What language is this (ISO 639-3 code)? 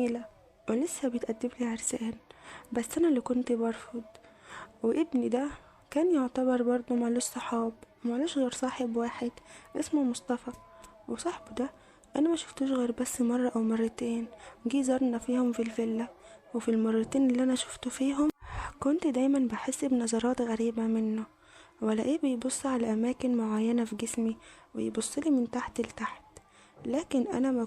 arz